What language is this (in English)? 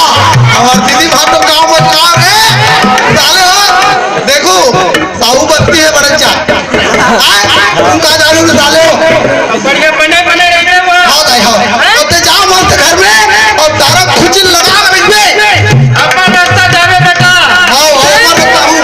Chhattisgarhi